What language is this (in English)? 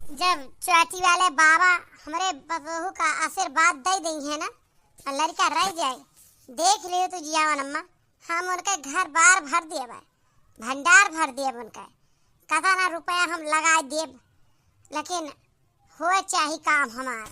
Awadhi